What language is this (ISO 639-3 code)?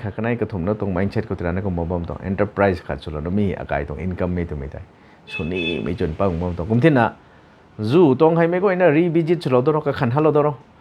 nbu